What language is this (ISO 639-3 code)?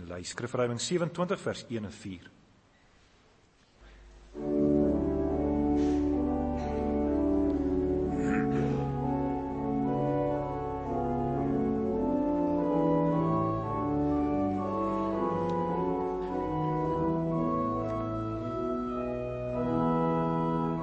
afr